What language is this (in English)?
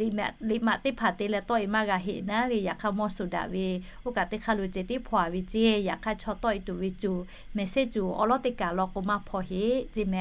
Lahu